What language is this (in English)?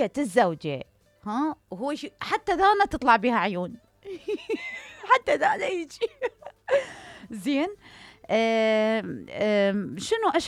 Mesopotamian Arabic